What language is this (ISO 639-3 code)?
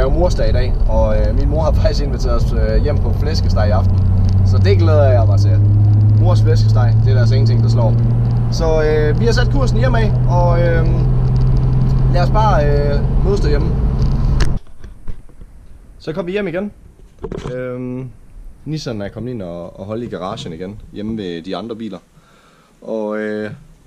dan